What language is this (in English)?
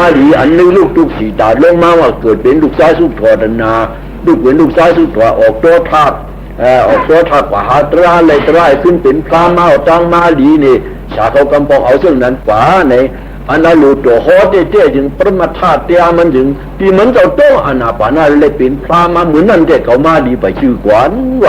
Shan